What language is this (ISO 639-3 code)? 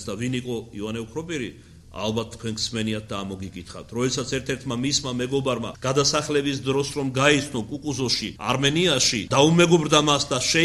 kat